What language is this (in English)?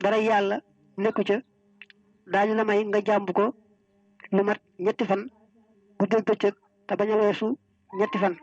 Wolof